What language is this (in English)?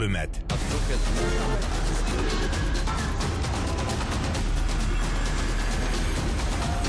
Tatar